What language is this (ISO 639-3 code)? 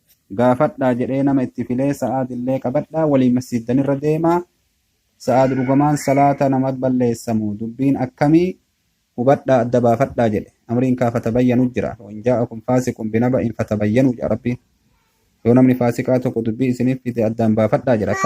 orm